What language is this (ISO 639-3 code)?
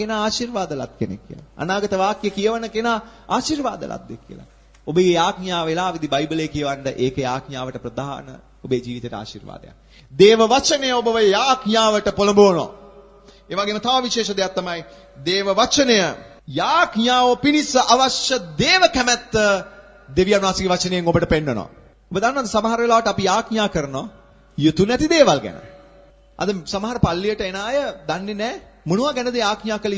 sin